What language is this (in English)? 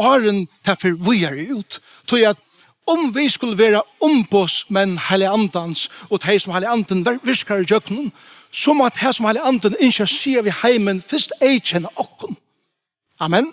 Faroese